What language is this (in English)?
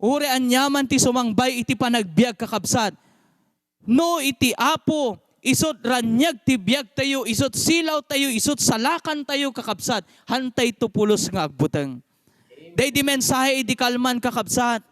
Iloko